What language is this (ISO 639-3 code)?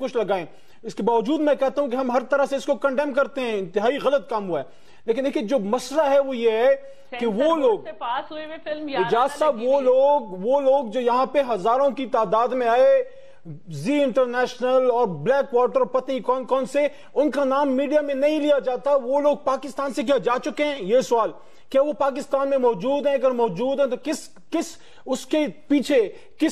urd